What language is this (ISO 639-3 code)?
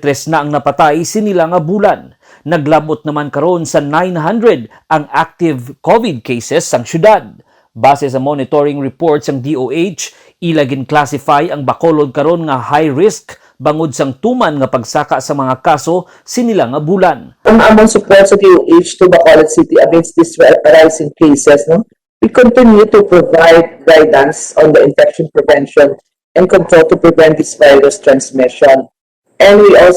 hil